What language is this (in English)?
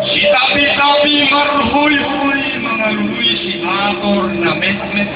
Batak Toba